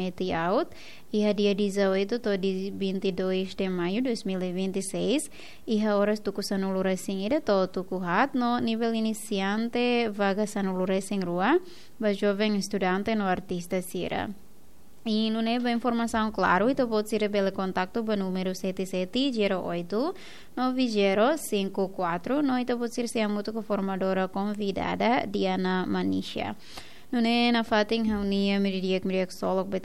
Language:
Tetum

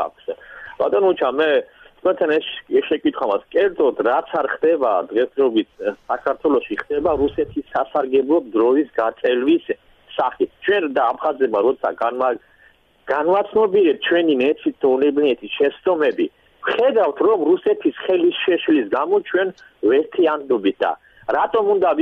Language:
Georgian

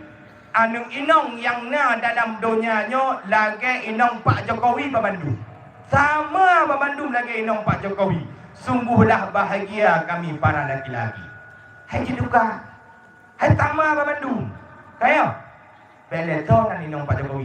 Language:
Achinese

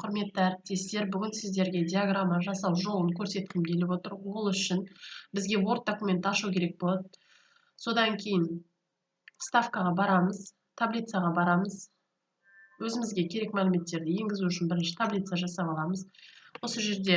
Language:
Kazakh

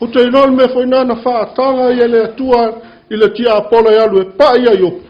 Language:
Samoan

